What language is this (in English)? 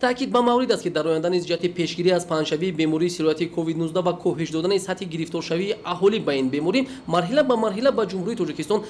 Tajik